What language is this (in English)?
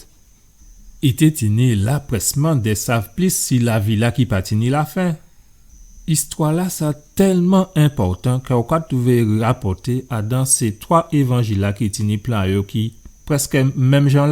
Guadeloupean Creole French